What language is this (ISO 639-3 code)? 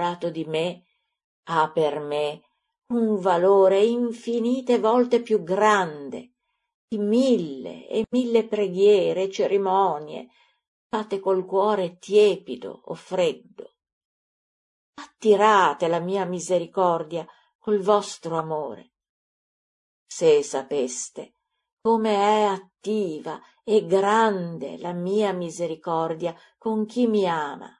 ita